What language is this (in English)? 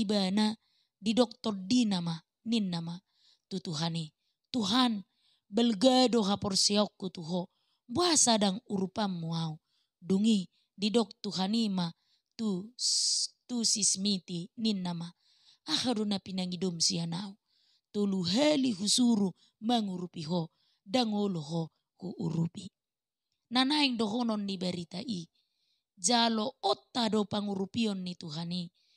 Batak Toba